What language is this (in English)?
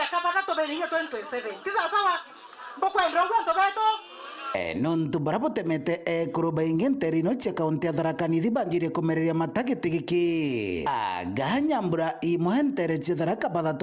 Meru